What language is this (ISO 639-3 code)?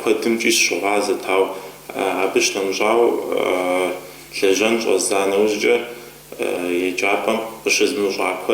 kbd